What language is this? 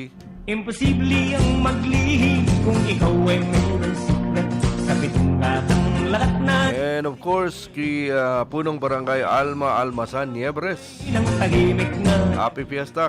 Bikol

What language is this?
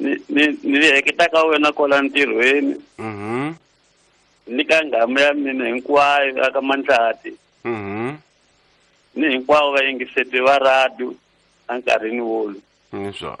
Tsonga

